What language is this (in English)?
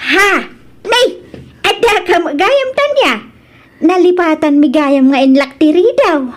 Iloko